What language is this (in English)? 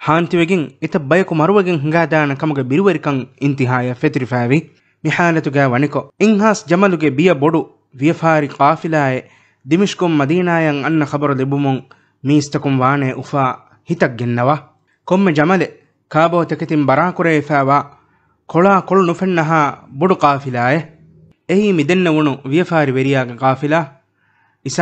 Divehi